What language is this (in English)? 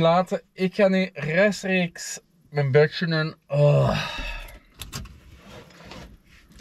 Dutch